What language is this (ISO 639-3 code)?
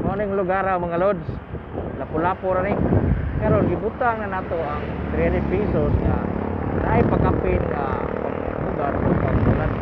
ceb